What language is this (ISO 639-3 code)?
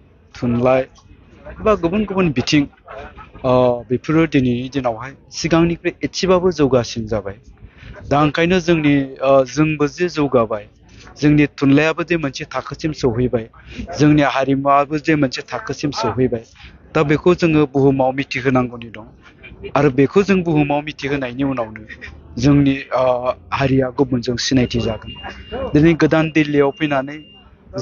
brx